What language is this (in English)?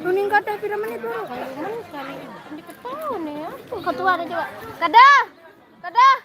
Sasak